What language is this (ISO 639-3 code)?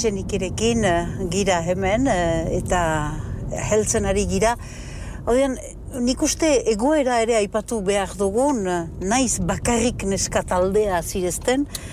eus